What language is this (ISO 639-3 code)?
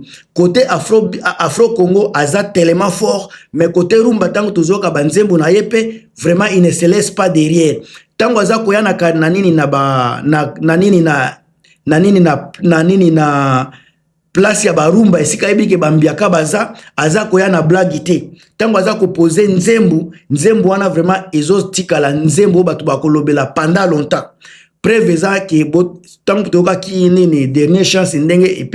lin